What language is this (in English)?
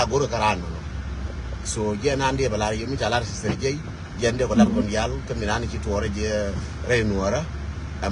Nuer